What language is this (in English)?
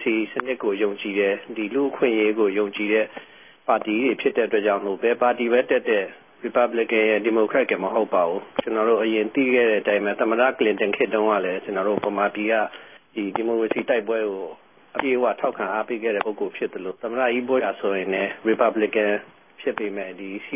Burmese